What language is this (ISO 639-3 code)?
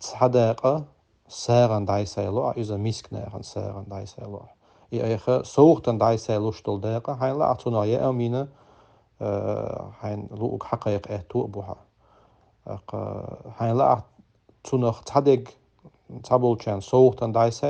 che